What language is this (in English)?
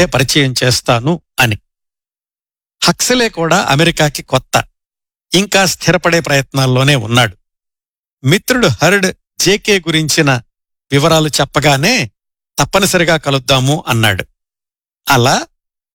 Telugu